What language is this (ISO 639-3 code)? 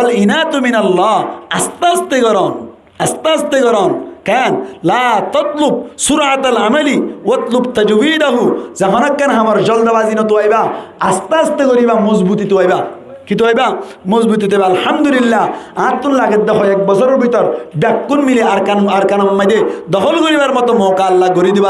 rhg